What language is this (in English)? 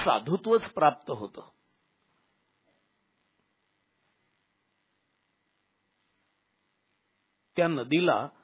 Marathi